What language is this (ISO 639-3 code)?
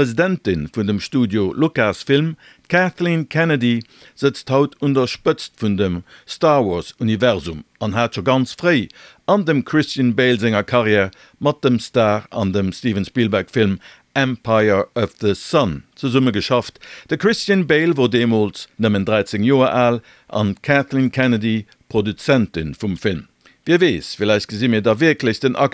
ltz